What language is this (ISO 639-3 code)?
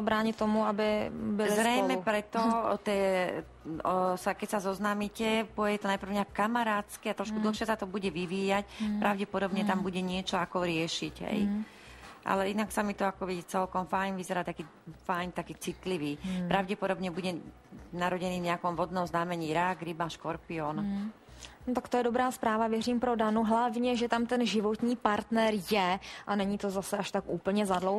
slk